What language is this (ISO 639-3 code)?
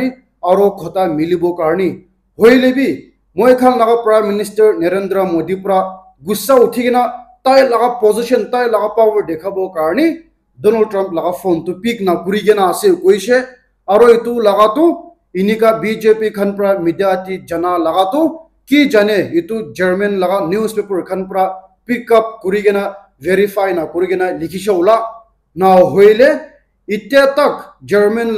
nag